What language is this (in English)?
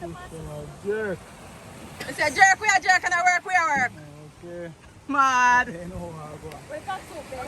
Jamaican Creole English